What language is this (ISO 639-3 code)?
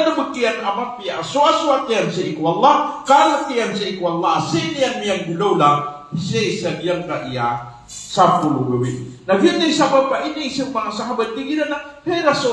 mrw